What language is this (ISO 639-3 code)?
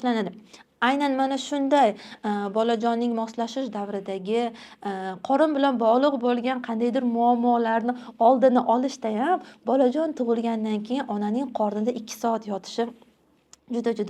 uzb